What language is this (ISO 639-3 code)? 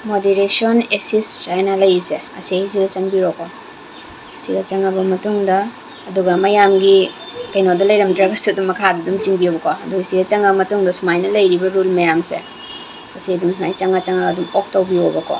mni